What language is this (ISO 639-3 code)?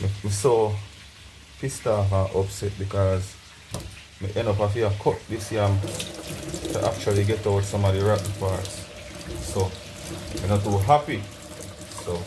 jam